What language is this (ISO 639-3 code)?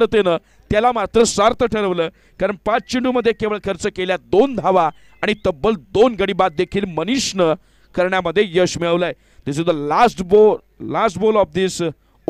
mar